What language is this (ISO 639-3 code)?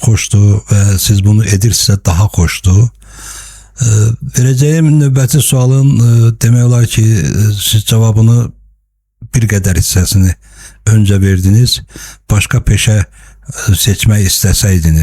aze